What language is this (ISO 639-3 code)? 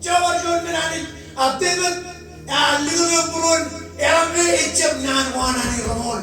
mah